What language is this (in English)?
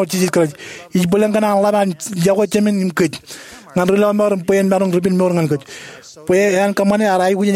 Marshallese